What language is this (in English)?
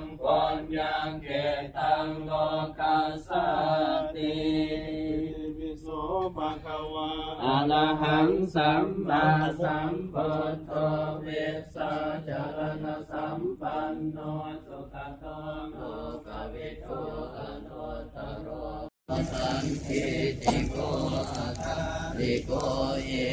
Pali